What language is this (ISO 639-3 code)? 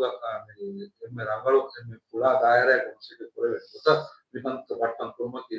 div